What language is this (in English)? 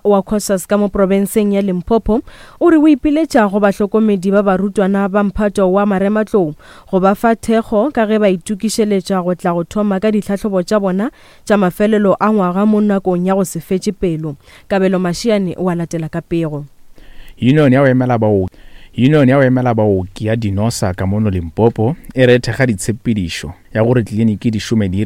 Northern Sotho